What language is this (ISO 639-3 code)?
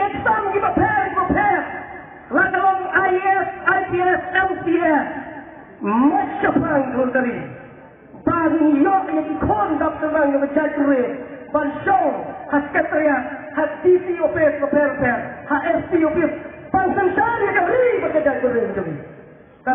kha